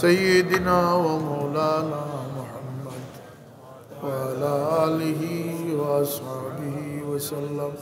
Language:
Sylheti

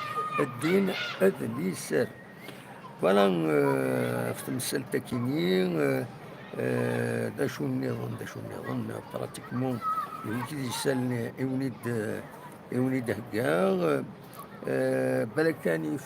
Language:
Kabyle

